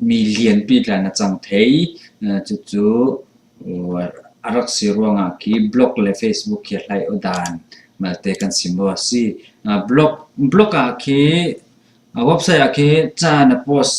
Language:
Falam Chin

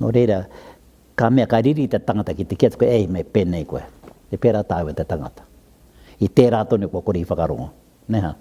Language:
Māori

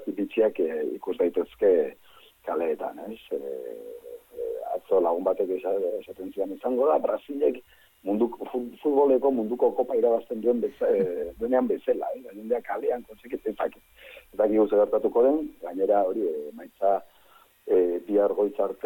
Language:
Basque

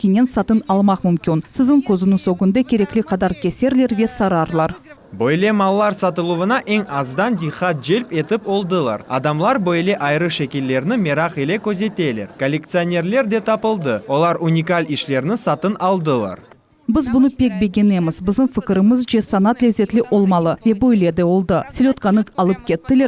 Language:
Crimean Tatar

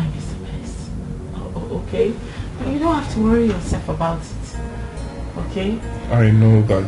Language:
Nigerian Pidgin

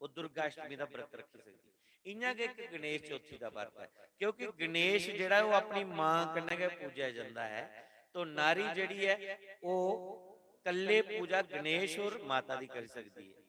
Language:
Dogri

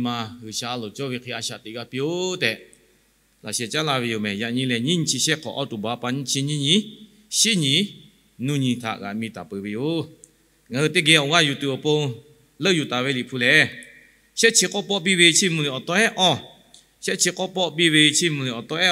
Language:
Lahu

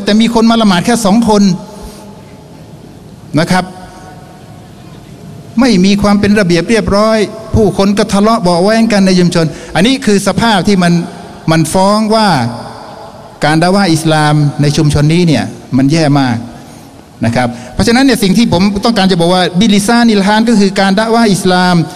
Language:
Thai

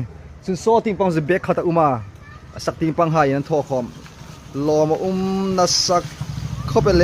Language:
Hmar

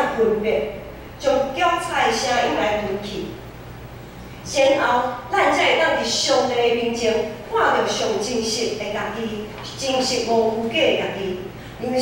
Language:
Min Nan Chinese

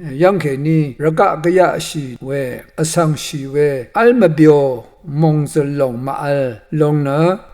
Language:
Rawang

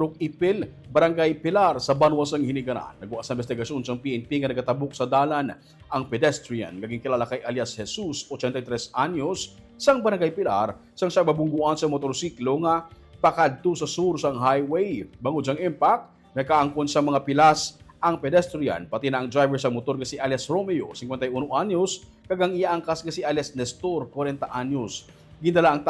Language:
Hiligaynon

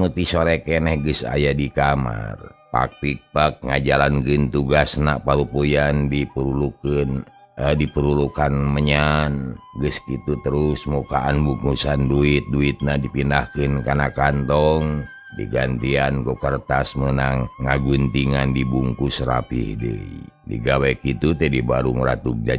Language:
Sundanese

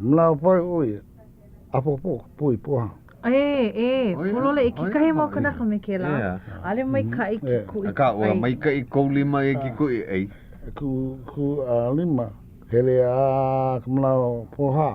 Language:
Hawaiian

